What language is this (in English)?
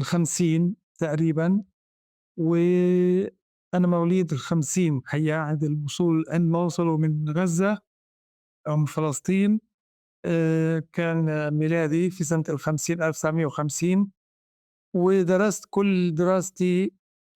North Levantine Arabic